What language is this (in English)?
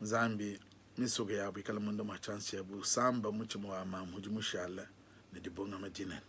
Luba-Lulua